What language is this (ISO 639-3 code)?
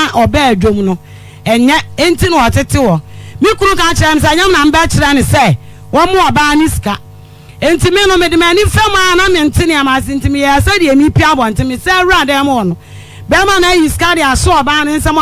aka